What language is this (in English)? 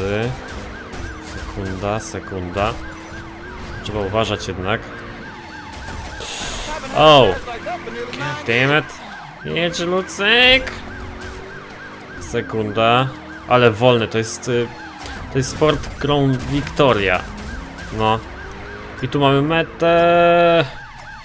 Polish